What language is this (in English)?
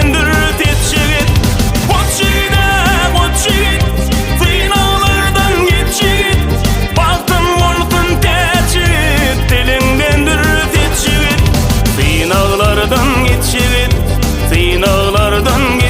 Turkmen